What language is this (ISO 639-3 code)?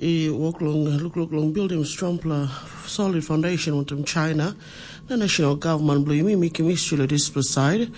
tpi